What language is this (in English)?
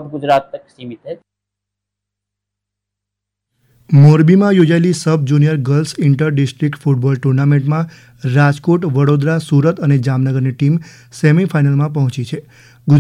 Gujarati